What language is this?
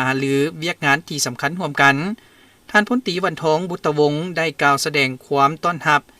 Lao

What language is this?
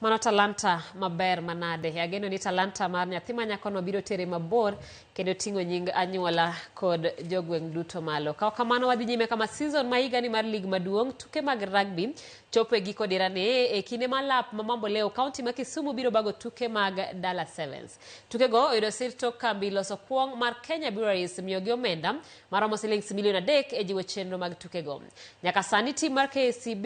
Luo (Kenya and Tanzania)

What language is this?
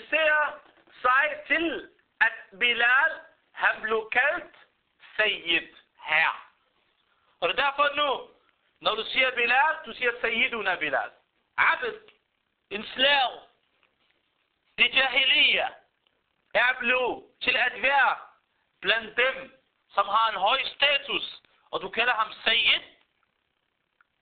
Danish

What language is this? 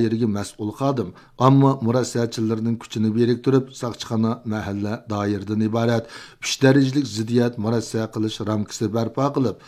Uyghur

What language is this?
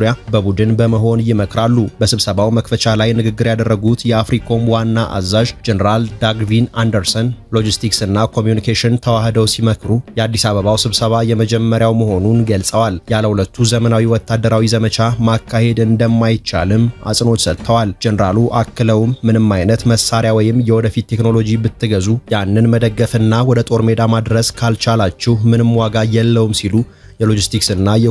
Amharic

